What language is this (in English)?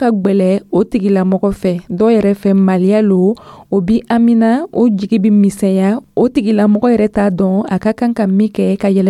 Dyula